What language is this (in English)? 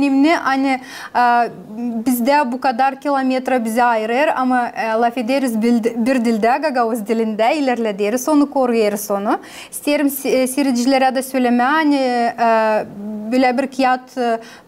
Gagauz